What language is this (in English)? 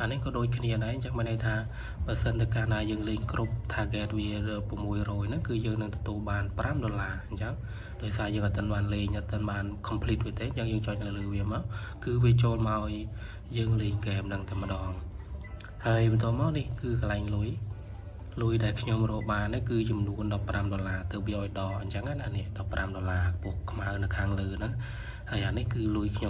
Khmer